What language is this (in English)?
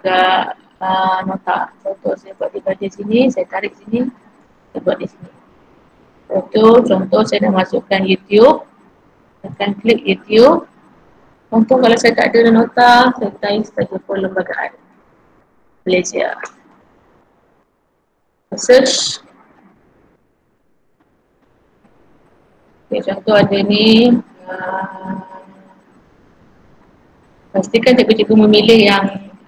Malay